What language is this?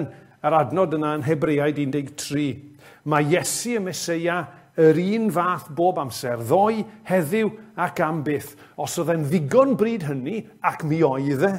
Welsh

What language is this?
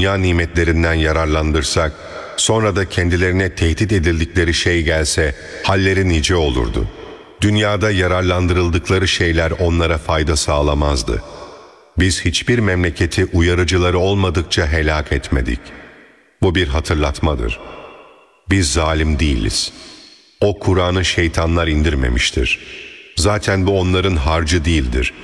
Turkish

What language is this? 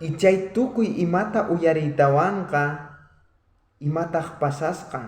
South Bolivian Quechua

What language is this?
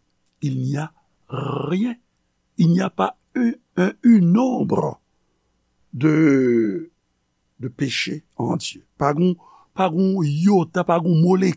Haitian Creole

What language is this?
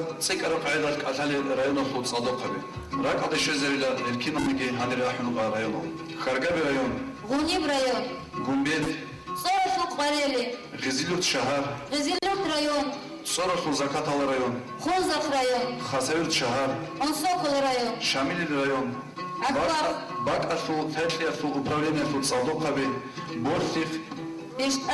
Avaric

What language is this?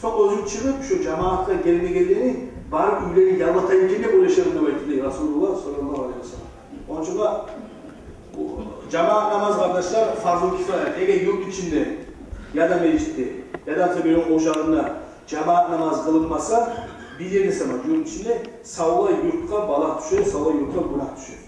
Kumyk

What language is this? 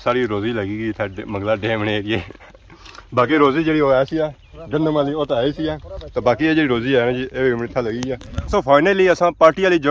Pahari-Potwari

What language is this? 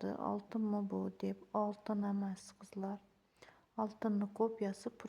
Uzbek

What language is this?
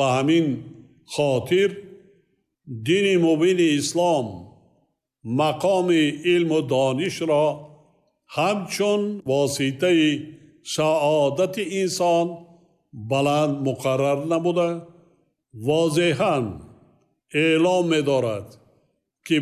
Tajik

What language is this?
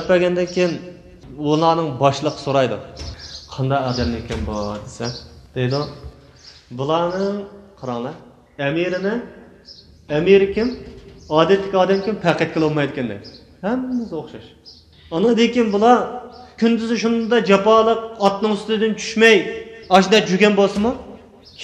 Uyghur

